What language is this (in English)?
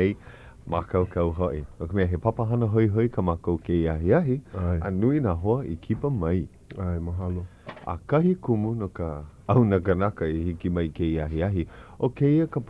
Hawaiian